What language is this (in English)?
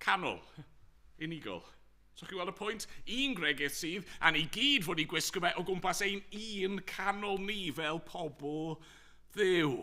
Welsh